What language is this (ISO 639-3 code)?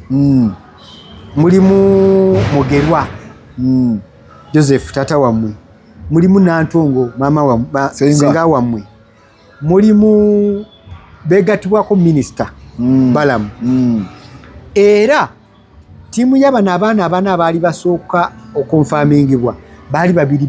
lug